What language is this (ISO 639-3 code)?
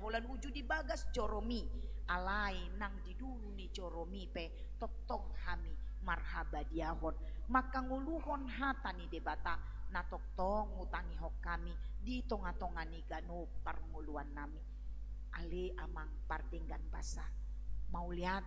bbc